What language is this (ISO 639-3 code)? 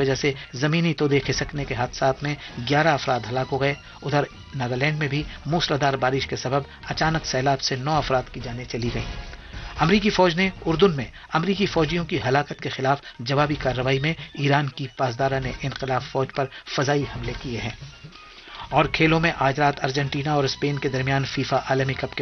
urd